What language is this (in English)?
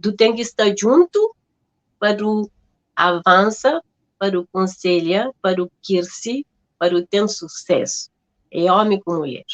Kabuverdianu